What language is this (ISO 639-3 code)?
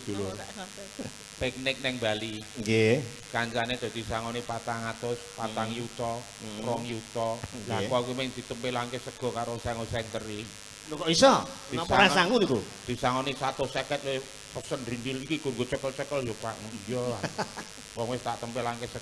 jav